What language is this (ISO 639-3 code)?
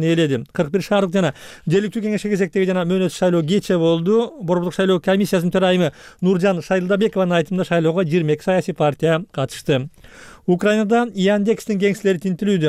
kir